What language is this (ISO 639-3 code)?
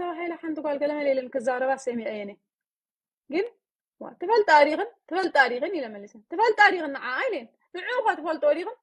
tir